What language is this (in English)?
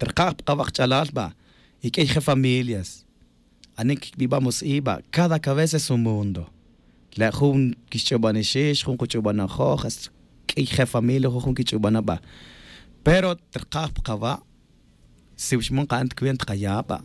Tz'utujil